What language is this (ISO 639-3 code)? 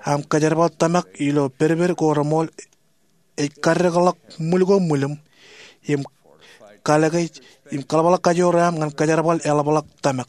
mah